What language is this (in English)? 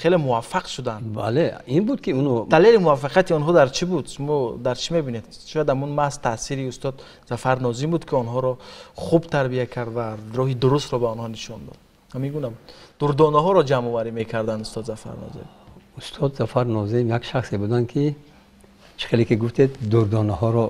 Tajik